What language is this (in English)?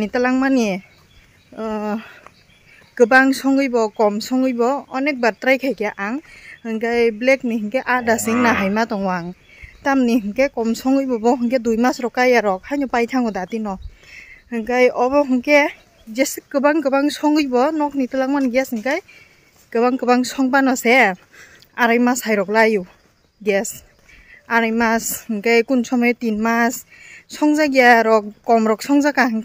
Kok Borok